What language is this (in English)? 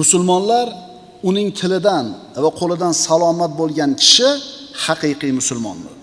Uzbek